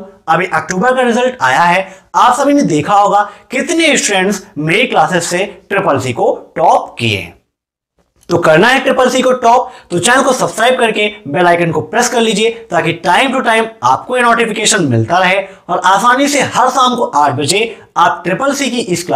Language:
Hindi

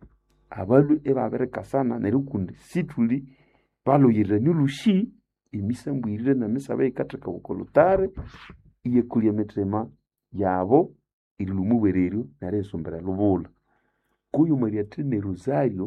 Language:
Nande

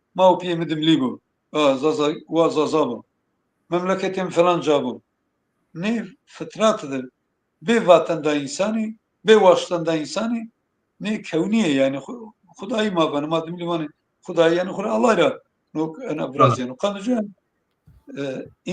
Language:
Zaza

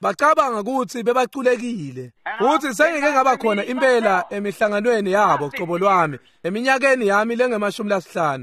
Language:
Swati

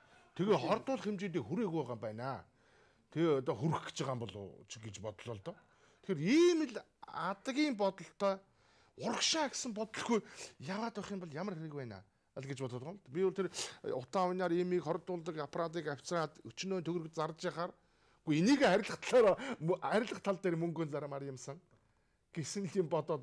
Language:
Mongolian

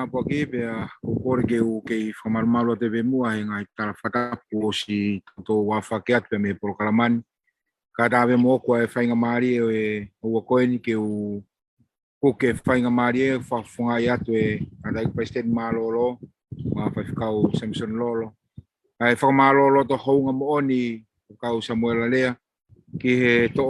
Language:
Tongan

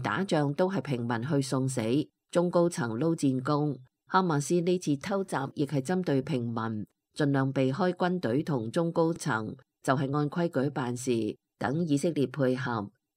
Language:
Cantonese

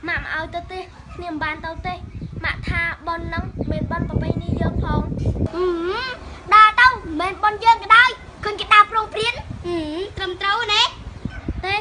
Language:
Khmer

